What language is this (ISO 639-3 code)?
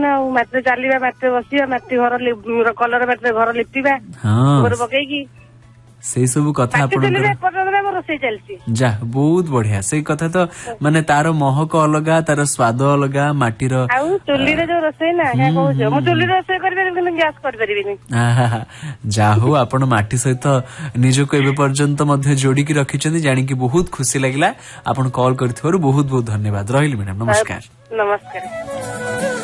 ori